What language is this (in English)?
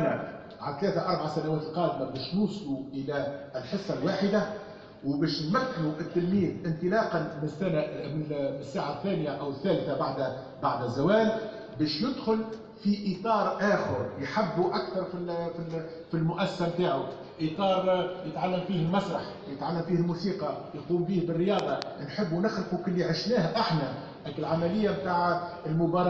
Tunisian Arabic